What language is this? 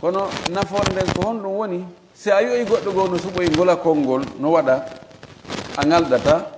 Fula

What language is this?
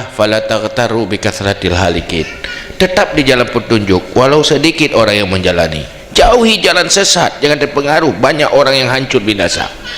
Achinese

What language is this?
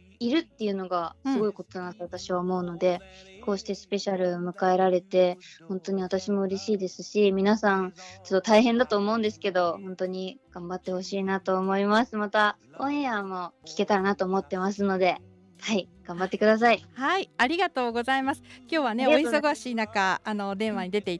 Japanese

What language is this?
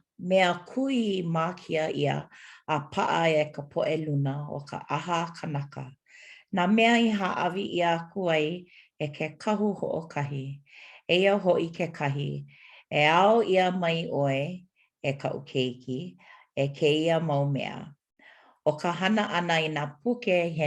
Hawaiian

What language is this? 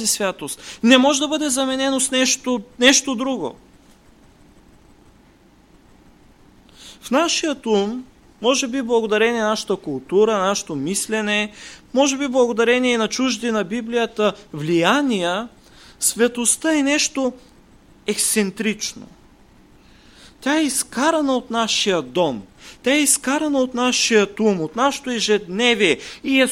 Bulgarian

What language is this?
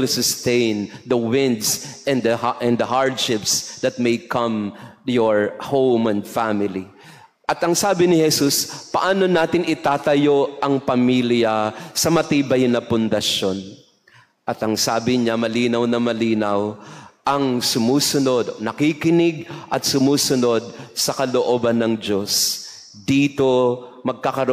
Filipino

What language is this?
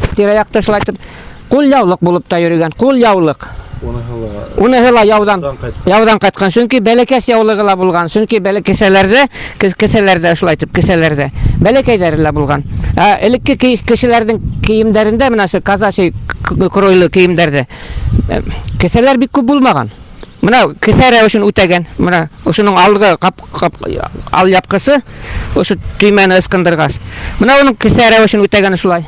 Bashkir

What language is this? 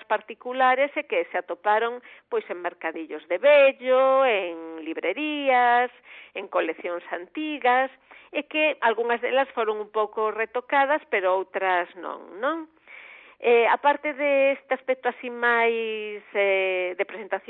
Galician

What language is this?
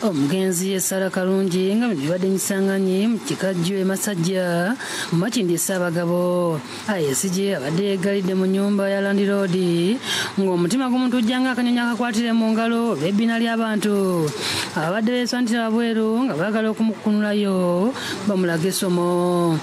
Ganda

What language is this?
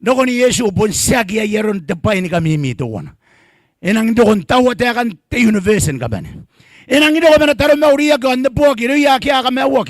Gilbertese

